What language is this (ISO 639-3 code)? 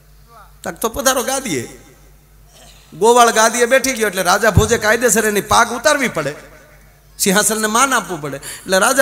guj